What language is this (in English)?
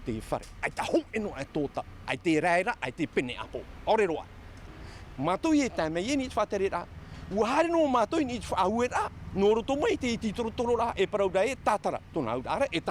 Tahitian